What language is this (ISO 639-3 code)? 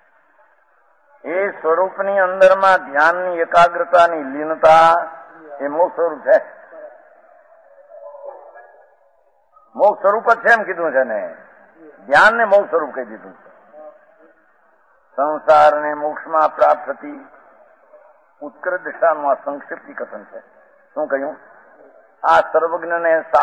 guj